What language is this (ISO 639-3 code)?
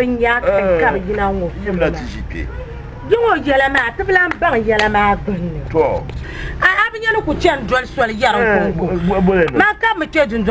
dag